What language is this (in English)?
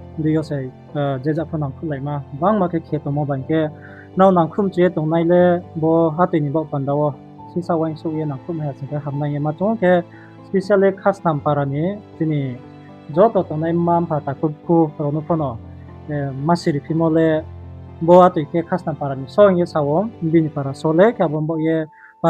Riang (India)